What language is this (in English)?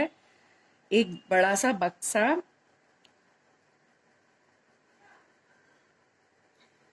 Hindi